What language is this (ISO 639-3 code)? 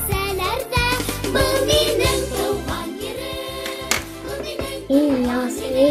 bak